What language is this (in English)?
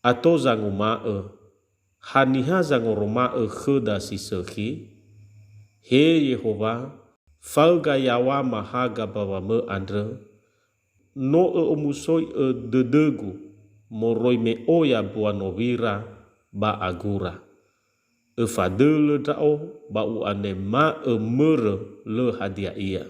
Nias